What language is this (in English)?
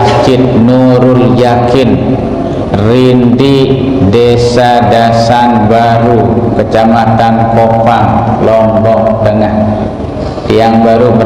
Sasak